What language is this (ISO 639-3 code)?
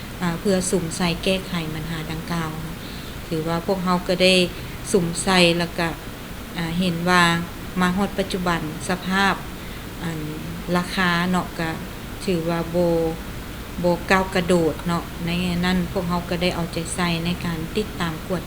lao